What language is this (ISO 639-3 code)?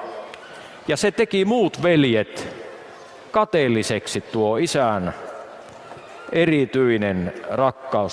fin